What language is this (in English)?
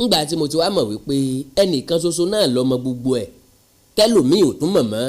Yoruba